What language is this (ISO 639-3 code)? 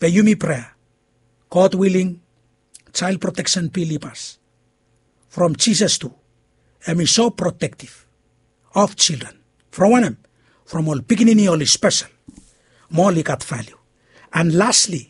bis